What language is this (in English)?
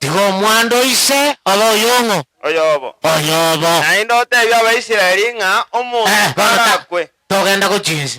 Gusii